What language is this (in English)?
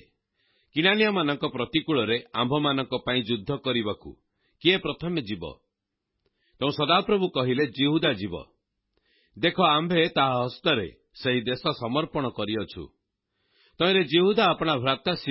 Odia